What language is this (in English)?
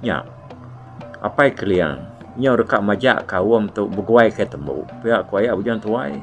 Iban